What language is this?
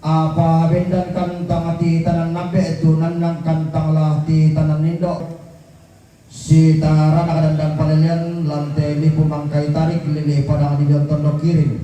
Toraja-Sa'dan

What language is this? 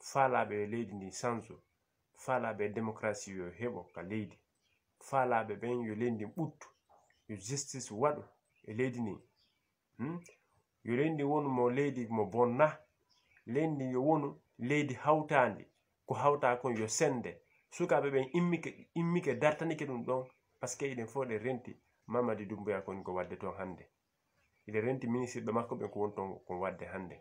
Fula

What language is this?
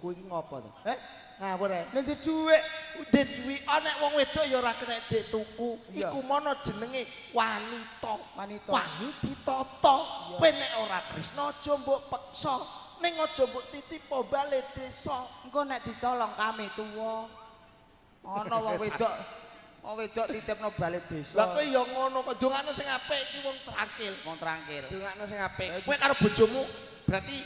Javanese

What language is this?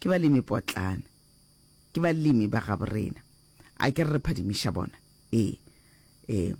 Northern Sotho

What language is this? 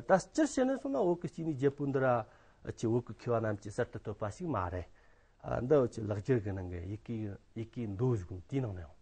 Amdo Tibetan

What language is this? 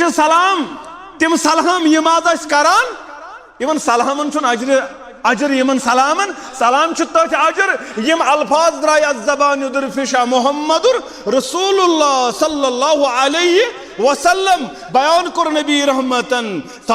Kashmiri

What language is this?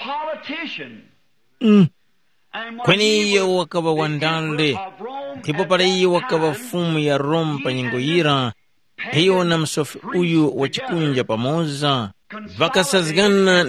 Tumbuka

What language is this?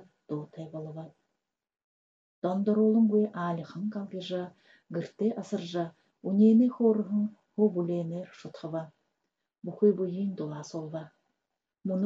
Buriat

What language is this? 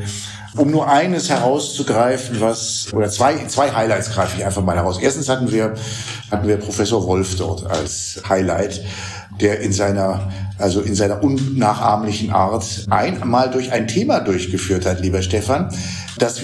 German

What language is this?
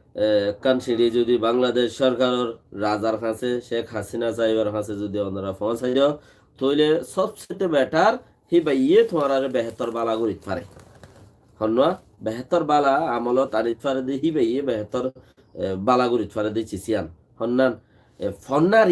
Rohingya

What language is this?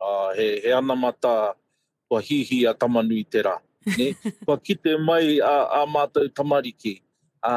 Māori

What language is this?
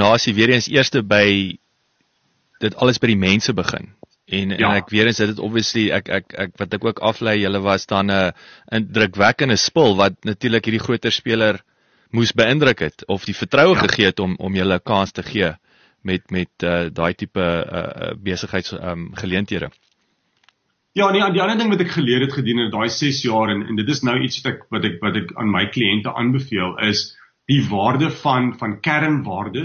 Afrikaans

